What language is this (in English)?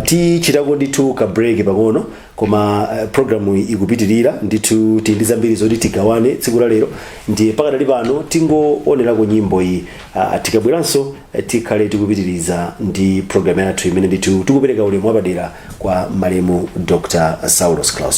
Nyanja